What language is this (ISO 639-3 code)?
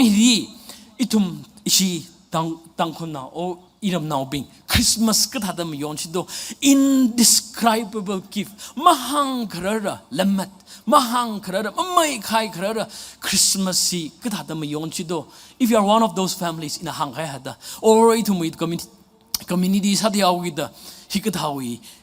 nmf